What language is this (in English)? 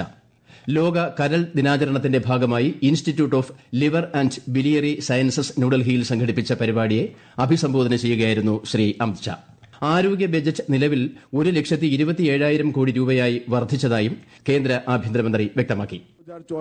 Malayalam